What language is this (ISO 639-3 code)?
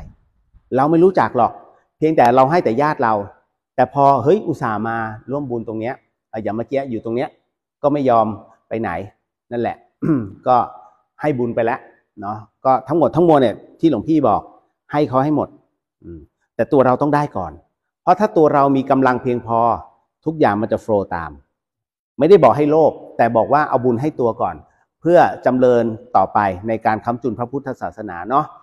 tha